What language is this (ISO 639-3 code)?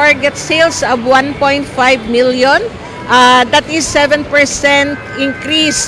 war